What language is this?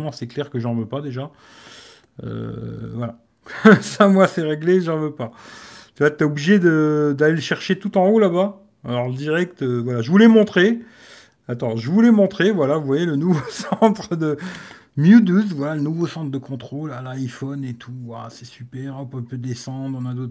French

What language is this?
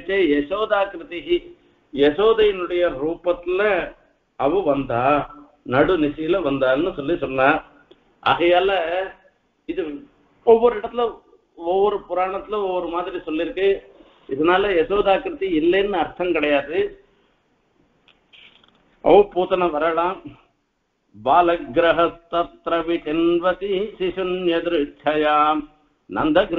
Tamil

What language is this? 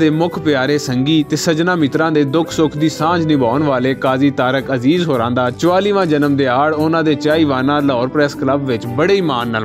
Western Panjabi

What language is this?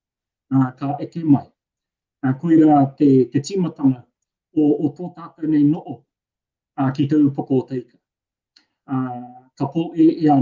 Māori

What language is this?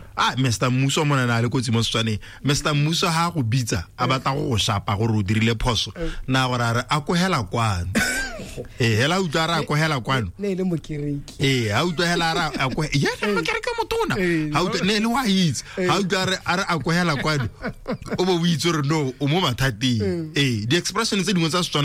Tswana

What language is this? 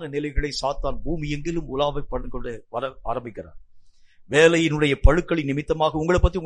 Tamil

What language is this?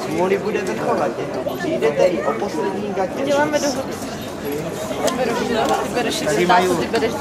Czech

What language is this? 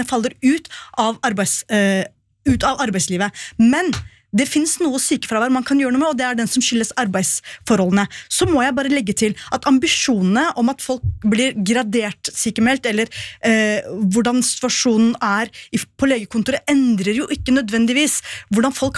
Norwegian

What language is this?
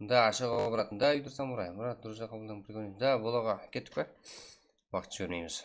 Kara-Kalpak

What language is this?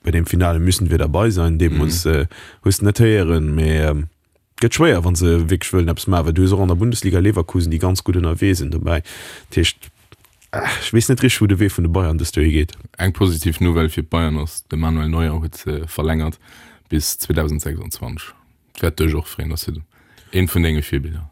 Luxembourgish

